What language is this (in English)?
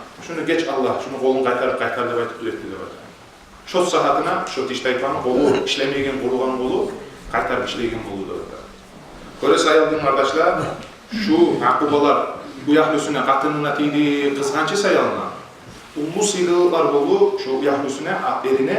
Kumyk